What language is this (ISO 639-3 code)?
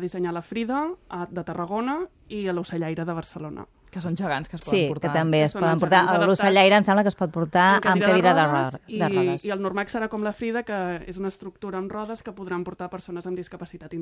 cat